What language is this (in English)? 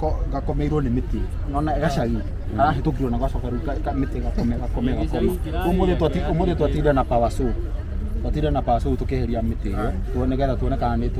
Kikuyu